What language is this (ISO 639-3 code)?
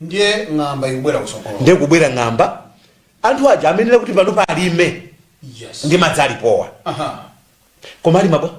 nya